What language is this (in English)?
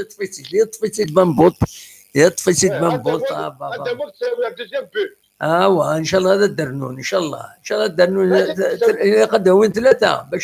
Kabyle